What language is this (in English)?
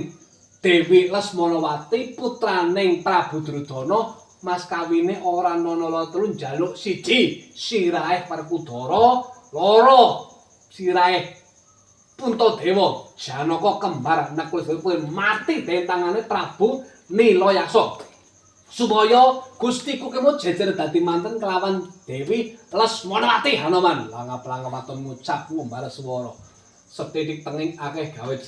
Javanese